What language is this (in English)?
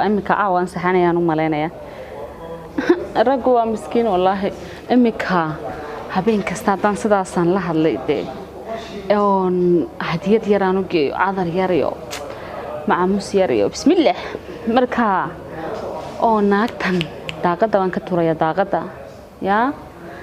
Somali